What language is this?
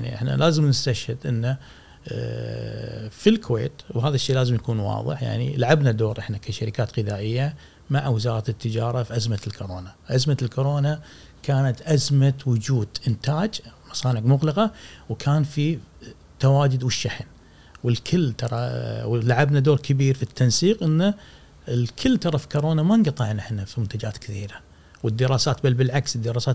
Gulf Arabic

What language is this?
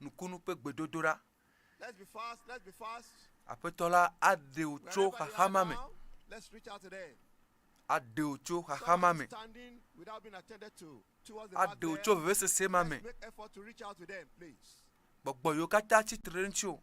Ewe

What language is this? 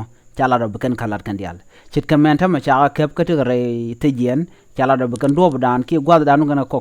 Nuer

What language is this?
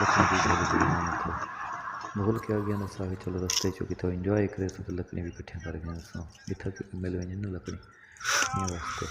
Saraiki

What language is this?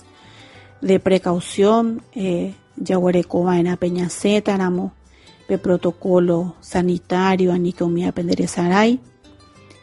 Guarani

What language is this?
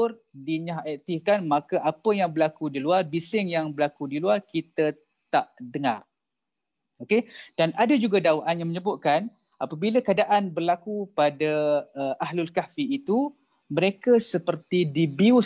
Malay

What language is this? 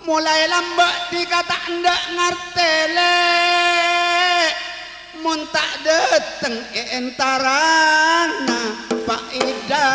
Madurese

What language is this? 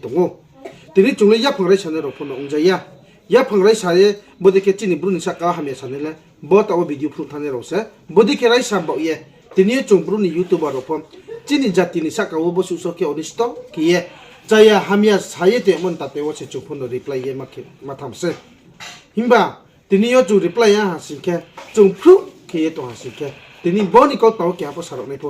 Riang (India)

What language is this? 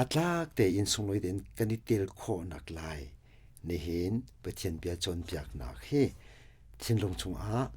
Hakha Chin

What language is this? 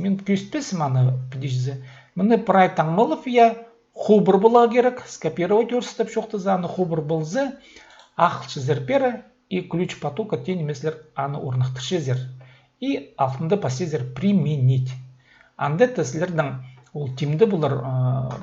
Khakas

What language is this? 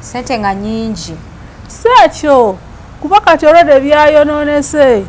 Ganda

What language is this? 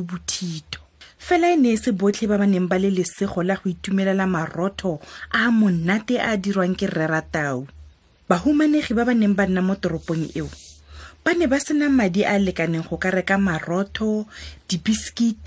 Tswana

